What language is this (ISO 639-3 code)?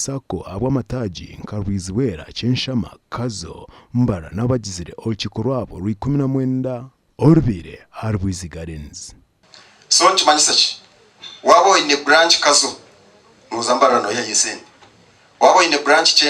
nyn